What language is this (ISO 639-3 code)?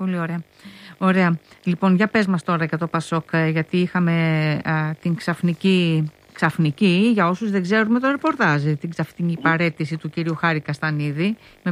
ell